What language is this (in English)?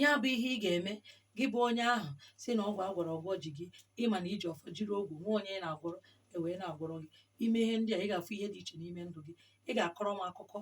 Igbo